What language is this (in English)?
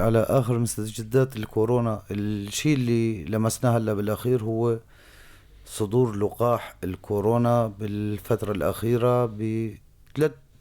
North Levantine Arabic